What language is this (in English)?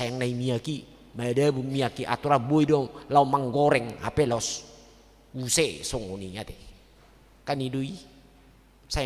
Batak Toba